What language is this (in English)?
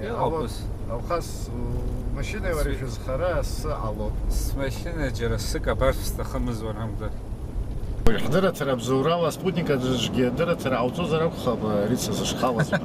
Abkhazian